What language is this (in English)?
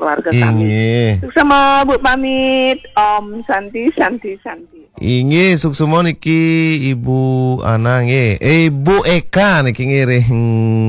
Balinese